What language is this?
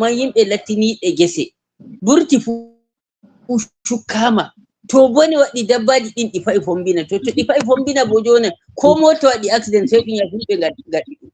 Fula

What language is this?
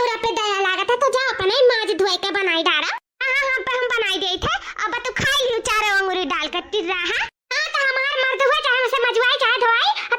Awadhi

